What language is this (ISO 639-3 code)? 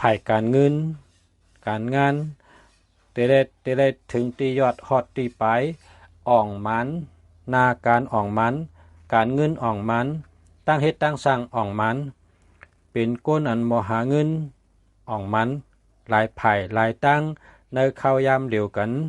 shn